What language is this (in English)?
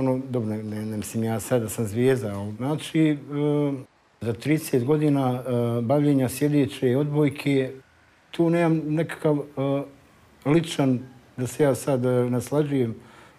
Bosnian